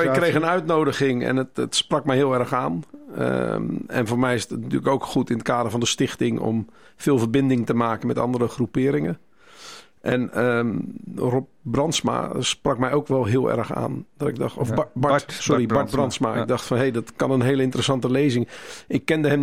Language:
Dutch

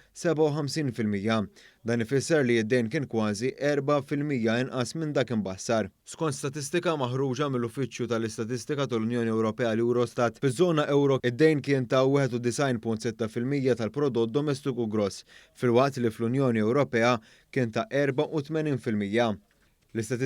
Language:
Maltese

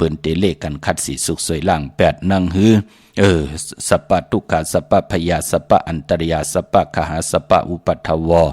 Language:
Shan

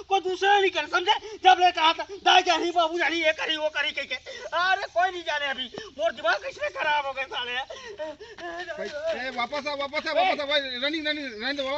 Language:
Chhattisgarhi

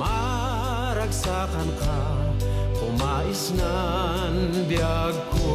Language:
Kankanaey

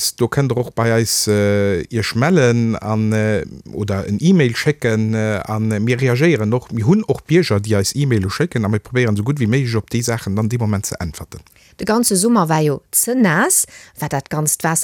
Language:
Luxembourgish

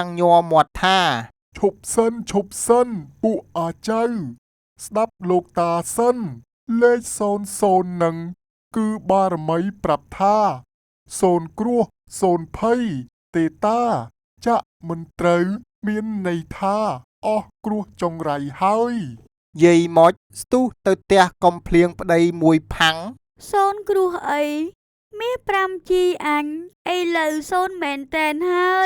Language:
Khmer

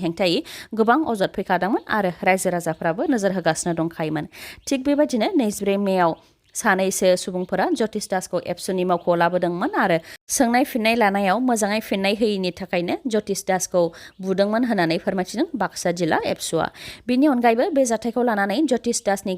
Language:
Bodo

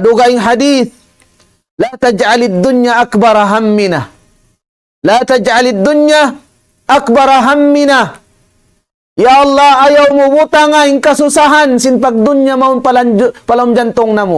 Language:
Tausug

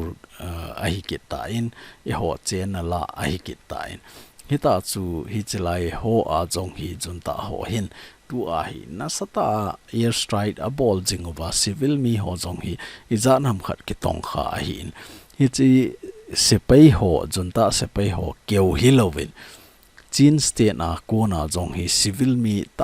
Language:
Thado Chin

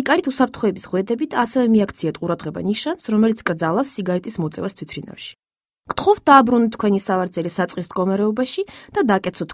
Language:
Georgian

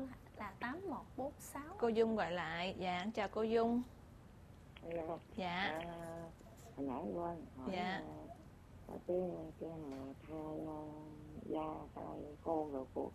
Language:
Vietnamese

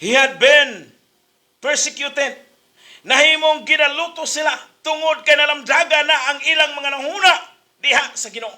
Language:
Cebuano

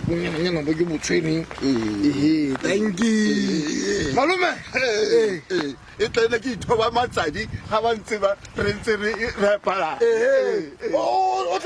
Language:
Tswana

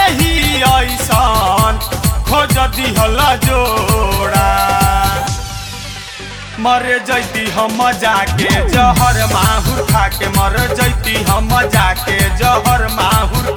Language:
Bhojpuri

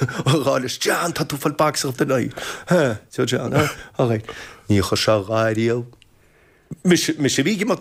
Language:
Irish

